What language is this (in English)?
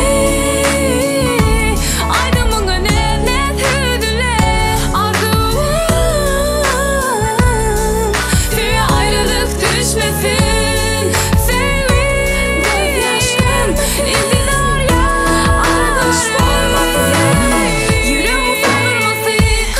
Turkish